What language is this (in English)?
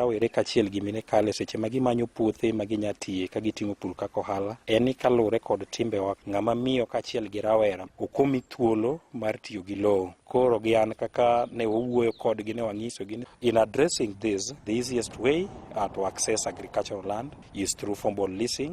Luo (Kenya and Tanzania)